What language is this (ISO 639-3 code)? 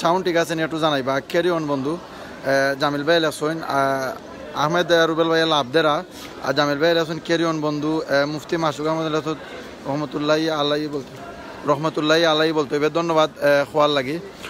syl